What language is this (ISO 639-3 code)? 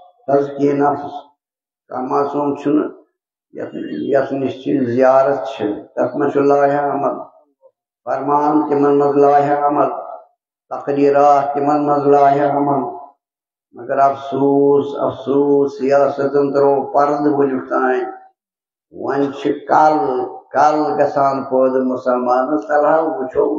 kas